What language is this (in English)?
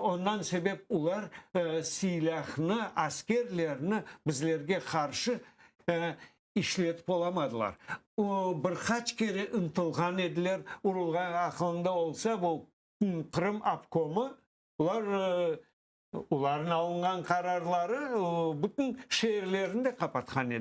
Crimean Tatar